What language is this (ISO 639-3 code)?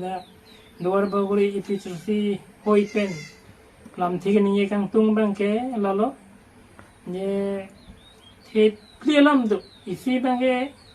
mjw